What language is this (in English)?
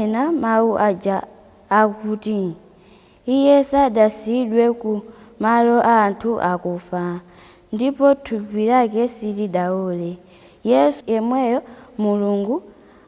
Nyanja